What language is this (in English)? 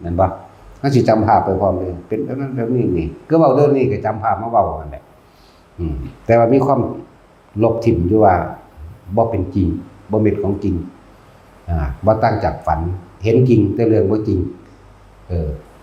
Lao